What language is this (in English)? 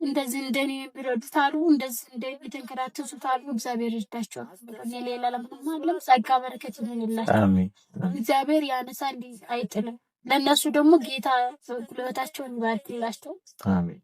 Amharic